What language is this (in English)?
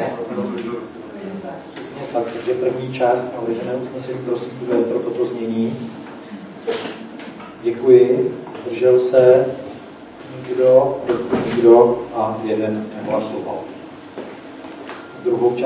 Czech